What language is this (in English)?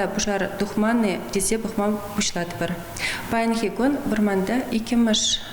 Chuvash